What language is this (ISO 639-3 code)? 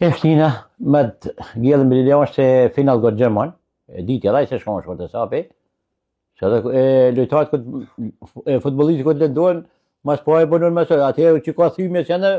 sqi